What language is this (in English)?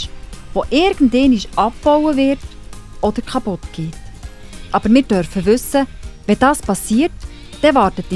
Swiss German